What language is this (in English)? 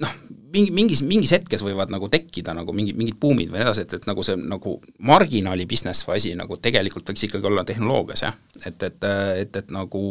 Estonian